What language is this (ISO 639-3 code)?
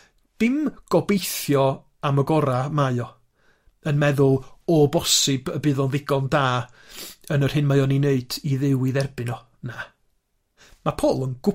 cym